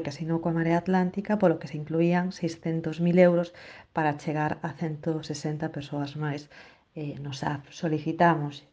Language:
Galician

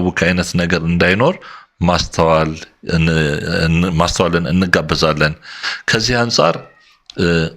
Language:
Amharic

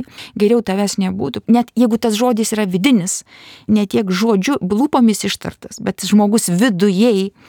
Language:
Lithuanian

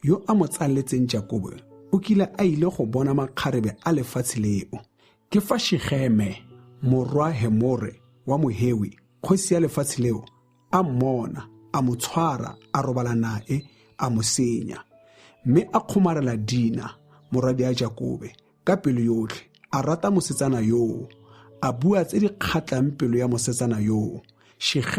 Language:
Tswana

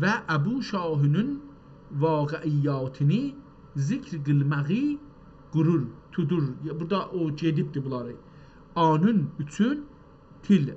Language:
South Azerbaijani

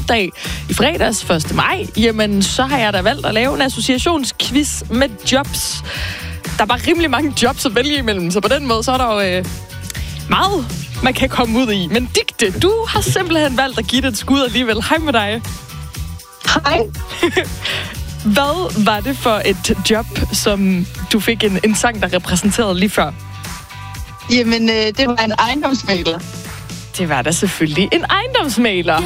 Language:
Danish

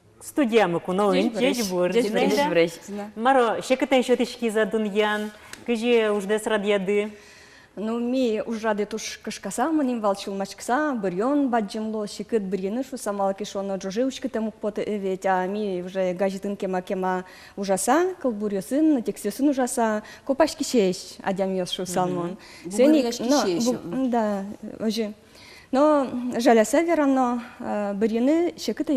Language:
Udmurt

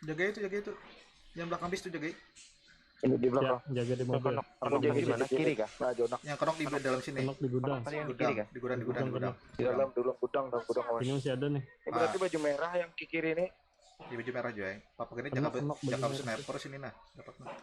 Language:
Banjar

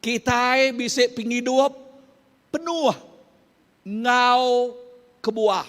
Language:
Iban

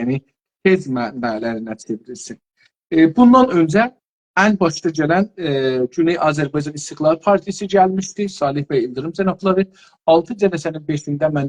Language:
South Azerbaijani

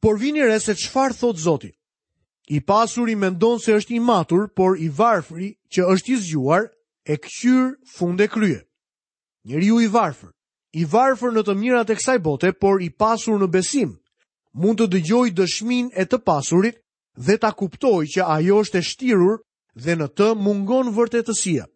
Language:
Albanian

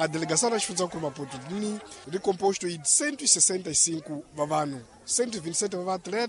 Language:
Tsonga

